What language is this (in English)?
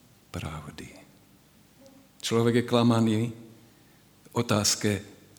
Slovak